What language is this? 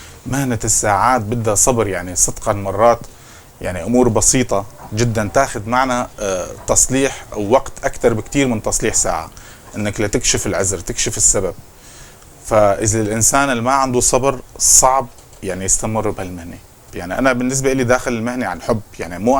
North Levantine Arabic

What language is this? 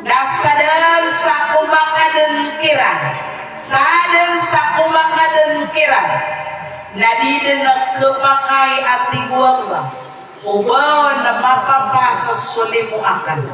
Maranao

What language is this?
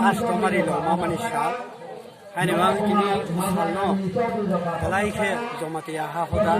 Kok Borok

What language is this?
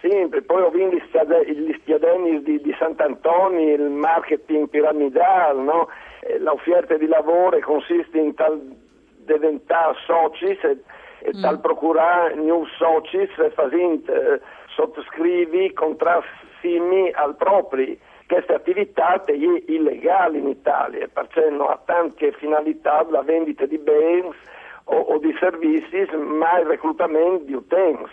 Friulian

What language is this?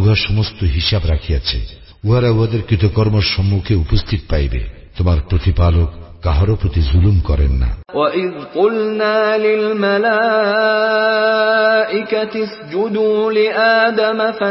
Bangla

